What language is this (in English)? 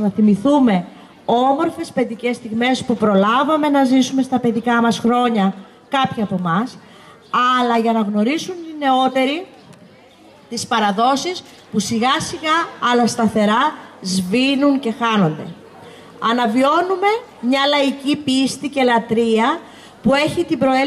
Greek